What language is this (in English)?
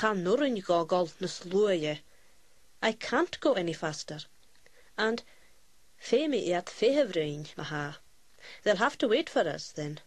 Scottish Gaelic